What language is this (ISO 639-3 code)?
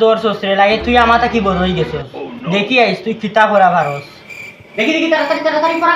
syl